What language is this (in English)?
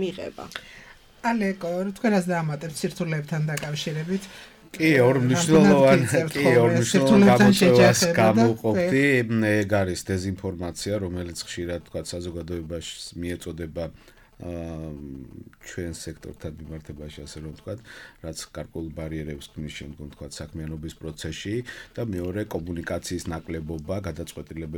Georgian